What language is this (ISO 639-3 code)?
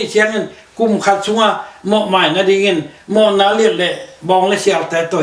ctd